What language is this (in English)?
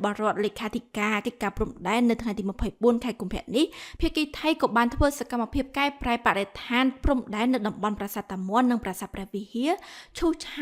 Khmer